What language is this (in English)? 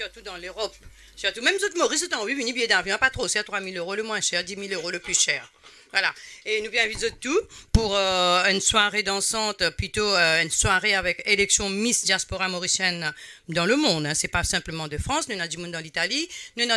Morisyen